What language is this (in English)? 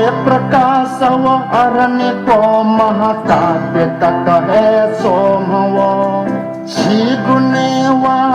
Newari